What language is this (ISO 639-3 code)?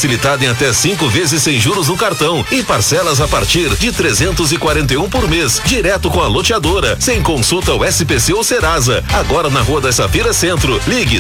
por